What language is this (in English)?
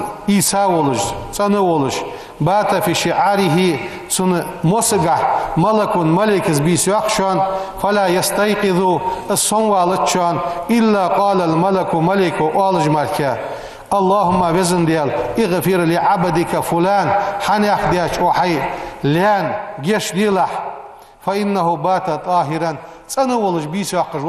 Ingush